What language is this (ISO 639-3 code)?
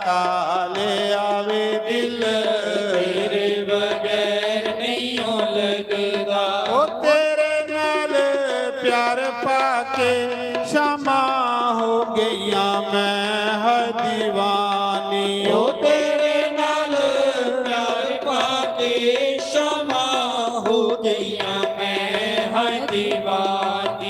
doi